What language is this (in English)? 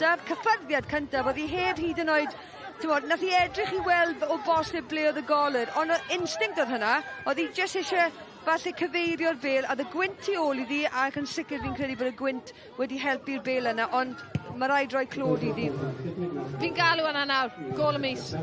Welsh